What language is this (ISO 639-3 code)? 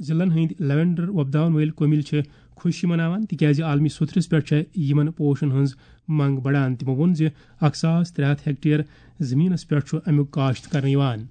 kas